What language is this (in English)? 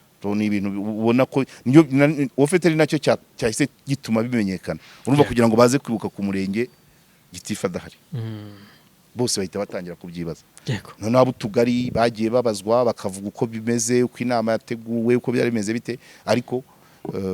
Kinyarwanda